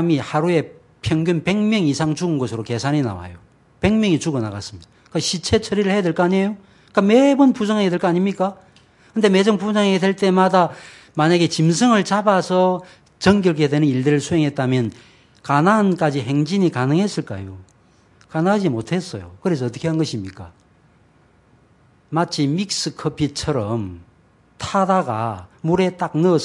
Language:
Korean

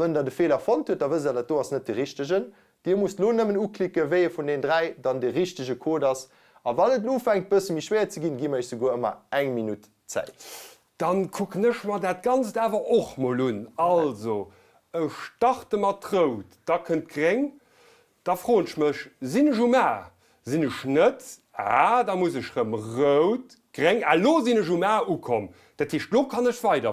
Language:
Luxembourgish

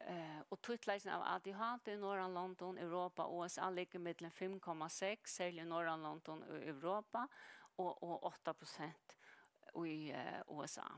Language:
Faroese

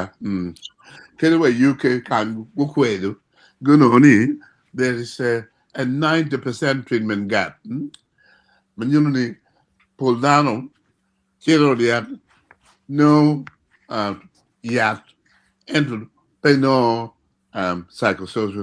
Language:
Acoli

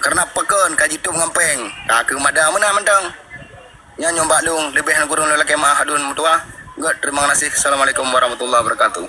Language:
Achinese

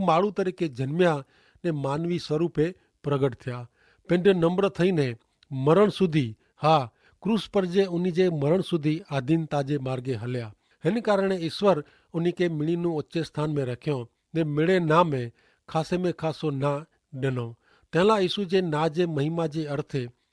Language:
Kachhi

